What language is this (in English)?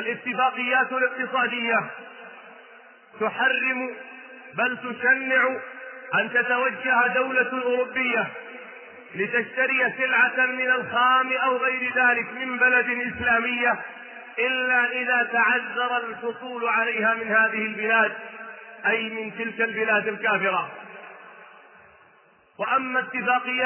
Arabic